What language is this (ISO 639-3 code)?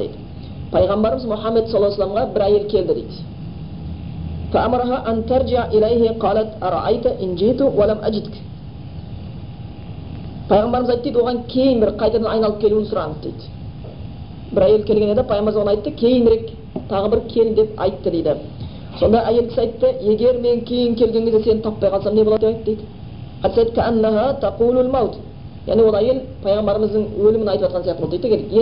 kaz